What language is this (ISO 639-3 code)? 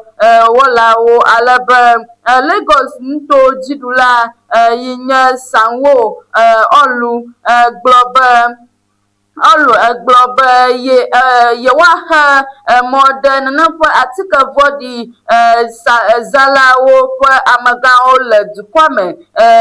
ewe